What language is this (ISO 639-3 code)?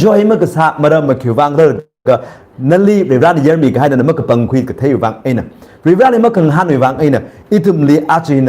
nmf